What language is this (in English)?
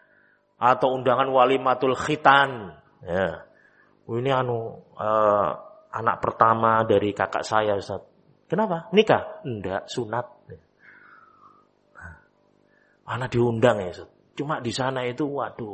Indonesian